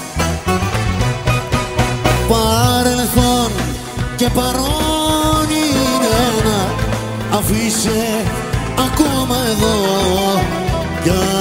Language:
Greek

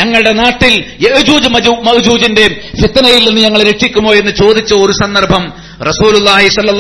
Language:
Malayalam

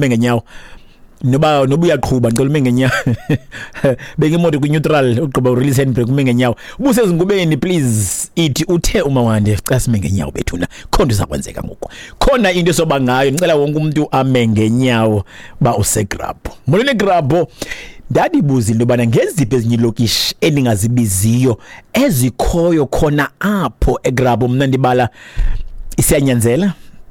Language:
Xhosa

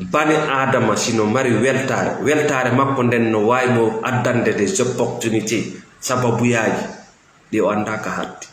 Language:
Fula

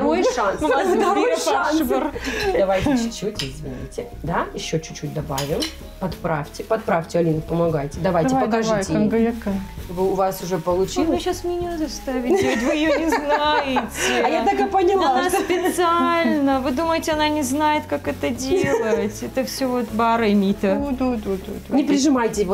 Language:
Ossetic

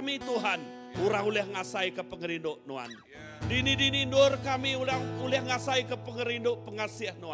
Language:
Iban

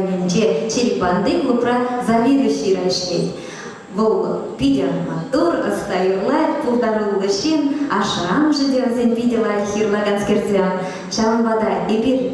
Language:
Chuvash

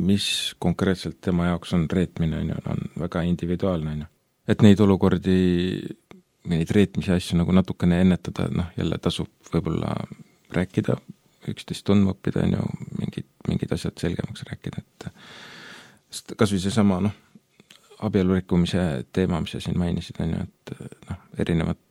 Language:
Estonian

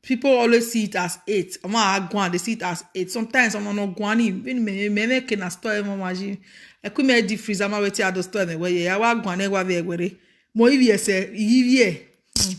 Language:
Nigerian Pidgin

